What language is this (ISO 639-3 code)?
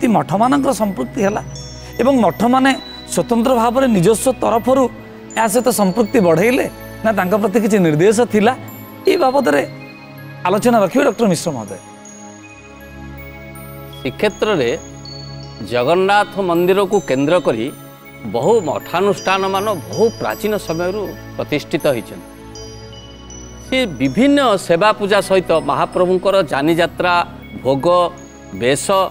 ori